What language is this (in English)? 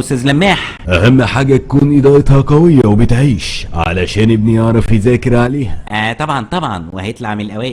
Egyptian Arabic